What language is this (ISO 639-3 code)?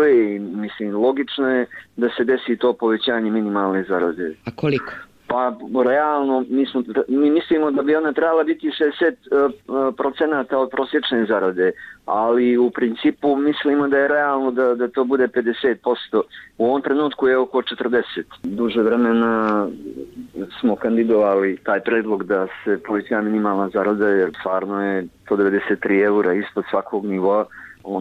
hrv